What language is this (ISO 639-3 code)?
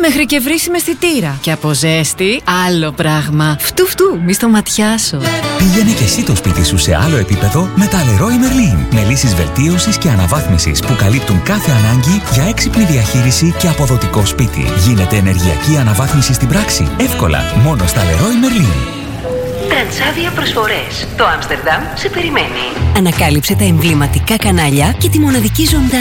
ell